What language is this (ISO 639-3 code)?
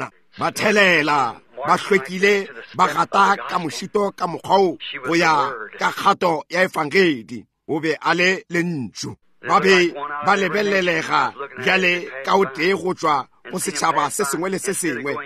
nso